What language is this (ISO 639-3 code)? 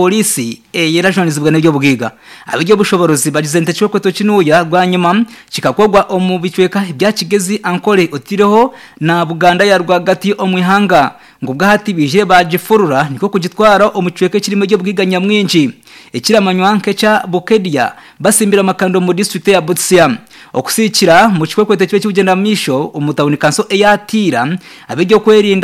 nyn